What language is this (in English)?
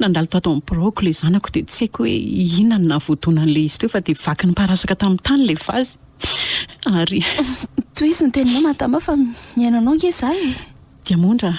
Malagasy